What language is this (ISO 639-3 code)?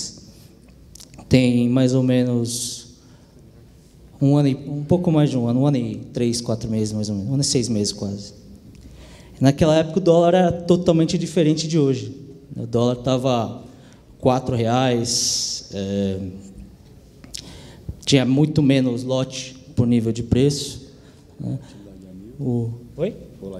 por